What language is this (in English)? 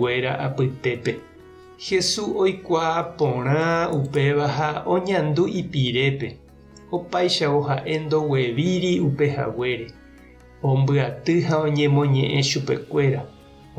Guarani